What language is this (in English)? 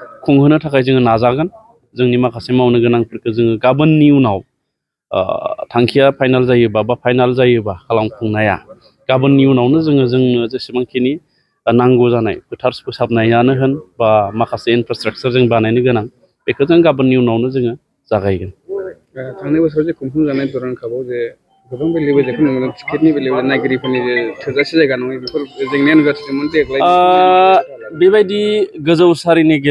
Bodo